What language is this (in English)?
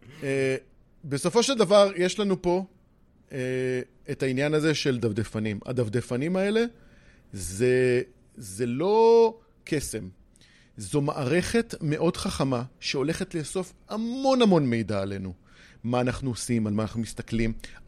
Hebrew